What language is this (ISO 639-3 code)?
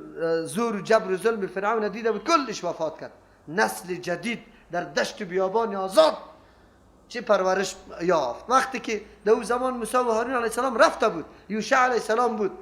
fas